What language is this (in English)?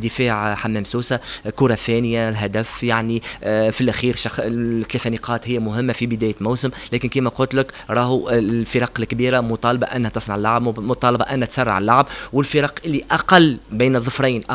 Tunisian Arabic